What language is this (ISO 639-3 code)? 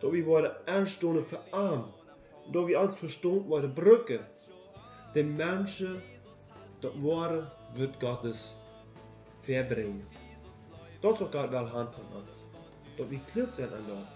pdt